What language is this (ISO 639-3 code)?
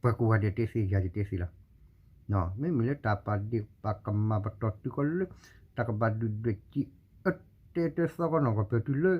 ksw